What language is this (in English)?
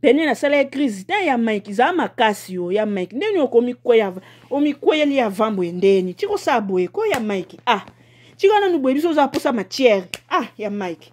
Lingala